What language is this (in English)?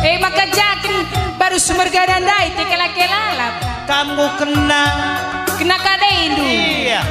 Batak Karo